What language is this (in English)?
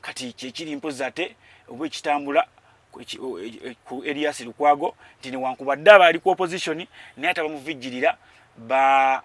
Ganda